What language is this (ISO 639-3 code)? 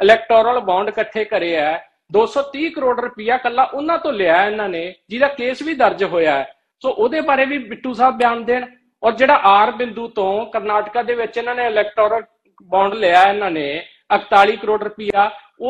pan